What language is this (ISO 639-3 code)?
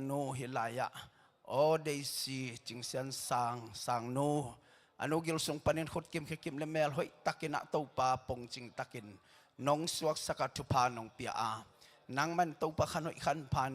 ctd